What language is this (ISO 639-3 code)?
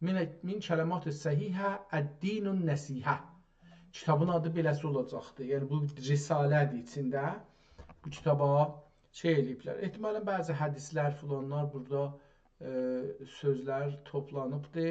azb